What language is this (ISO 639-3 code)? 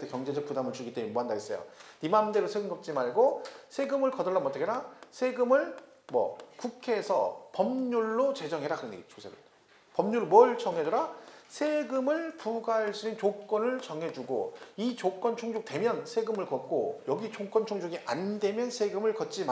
kor